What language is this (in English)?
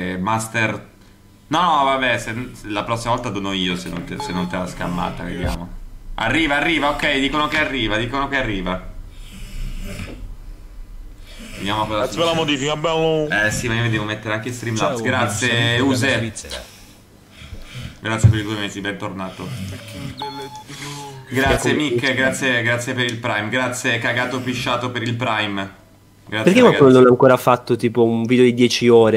Italian